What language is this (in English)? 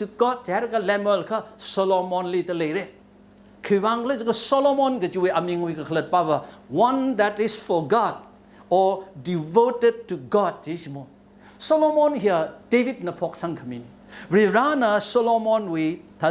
Tangkhul Naga (India)